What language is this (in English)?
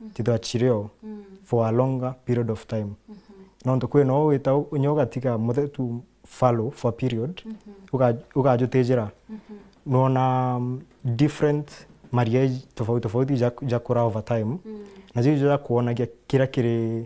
Meru